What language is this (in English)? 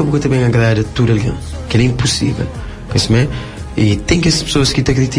Kabuverdianu